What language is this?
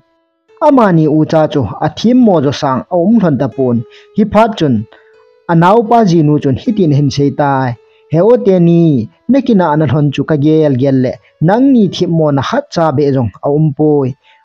Thado Chin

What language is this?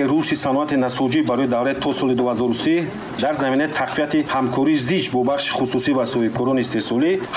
Tajik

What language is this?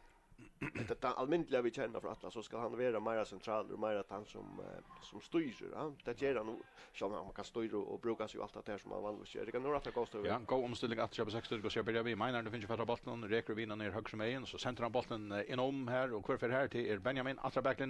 Faroese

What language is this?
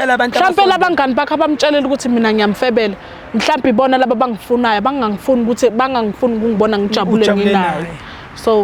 Zulu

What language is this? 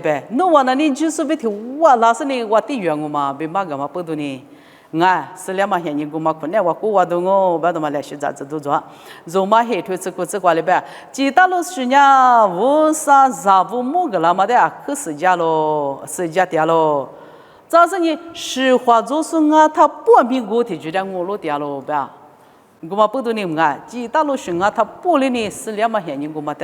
Lisu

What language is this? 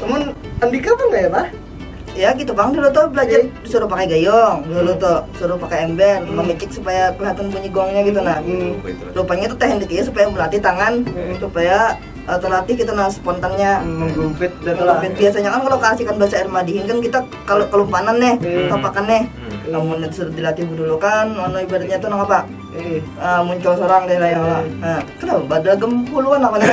Banjar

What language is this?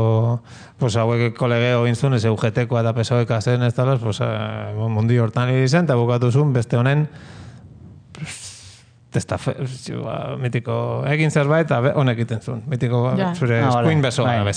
Basque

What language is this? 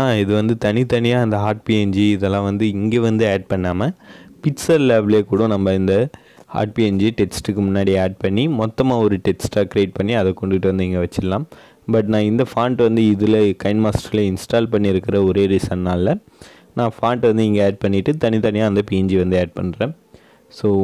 Tamil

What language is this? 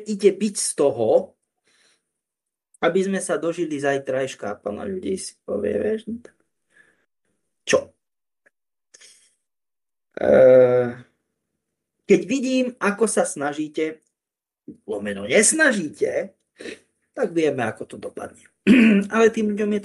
Slovak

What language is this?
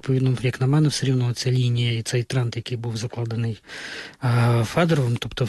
Ukrainian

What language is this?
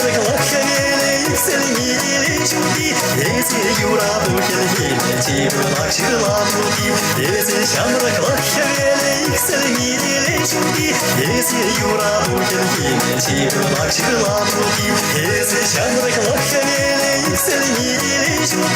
Chuvash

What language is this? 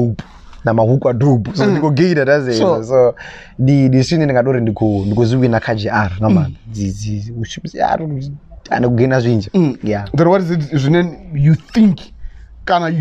Venda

